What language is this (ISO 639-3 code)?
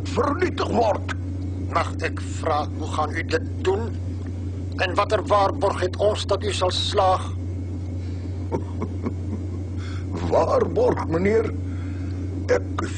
afr